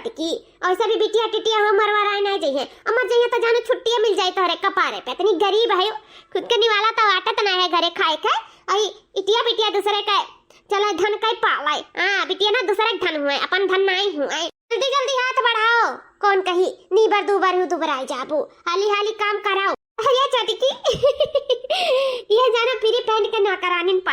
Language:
Awadhi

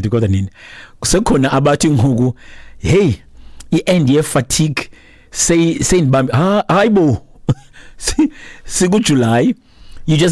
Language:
Xhosa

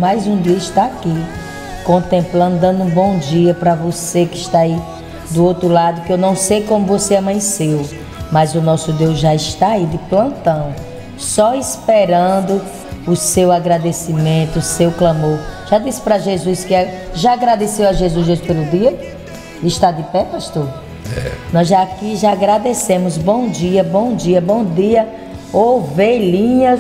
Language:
Portuguese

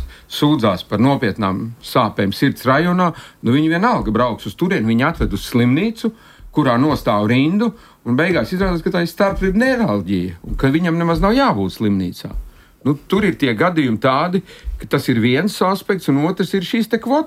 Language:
Latvian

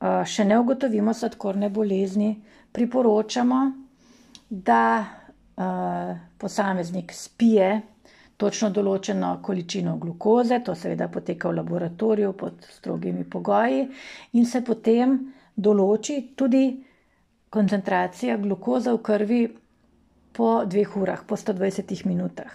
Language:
Slovenian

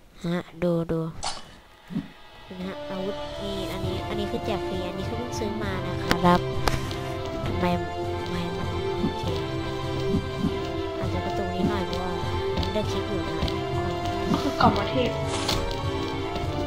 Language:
Thai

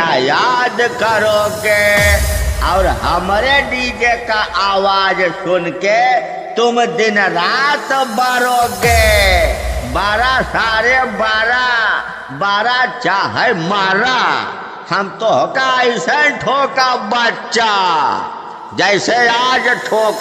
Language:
Bhojpuri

